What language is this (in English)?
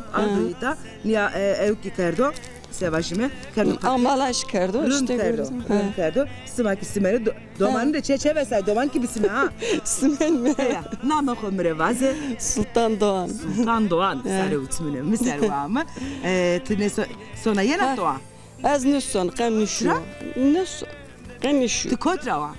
Zaza